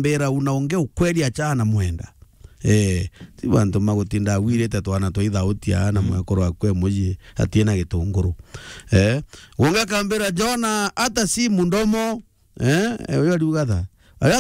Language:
Meru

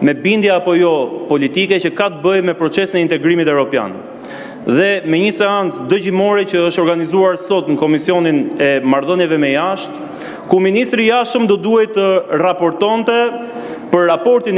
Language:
Albanian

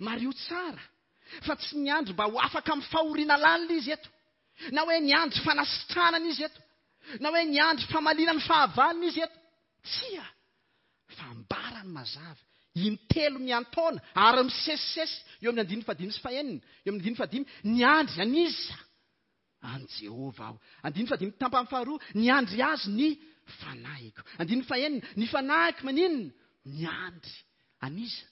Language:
Malagasy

